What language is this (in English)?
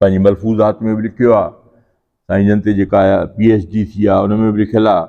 Sindhi